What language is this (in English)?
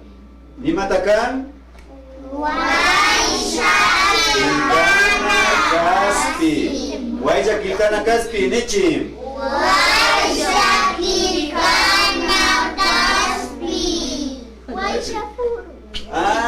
Imbabura Highland Quichua